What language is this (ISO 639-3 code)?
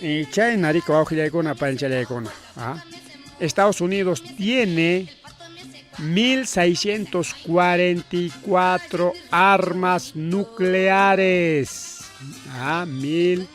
quy